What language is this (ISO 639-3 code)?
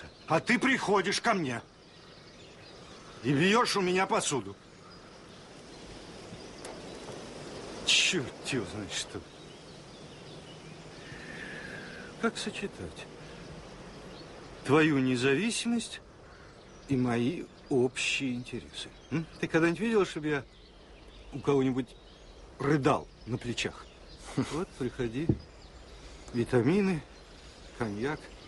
rus